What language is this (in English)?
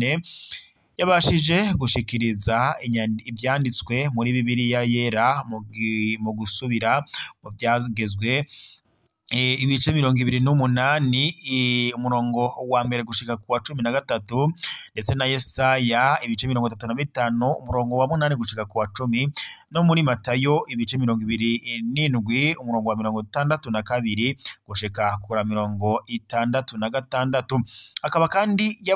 Rundi